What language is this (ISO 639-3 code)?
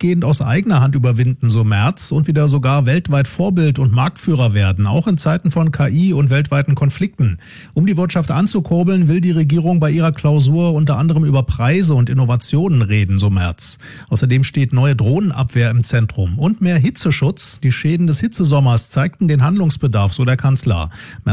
deu